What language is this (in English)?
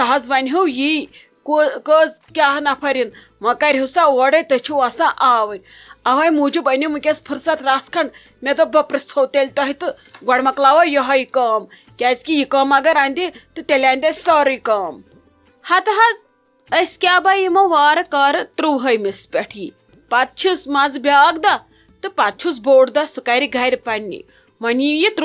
Kashmiri